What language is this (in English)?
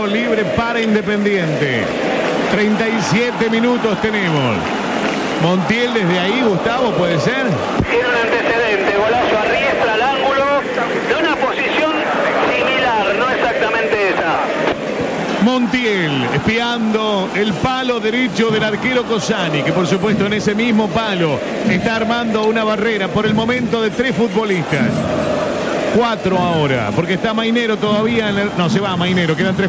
Spanish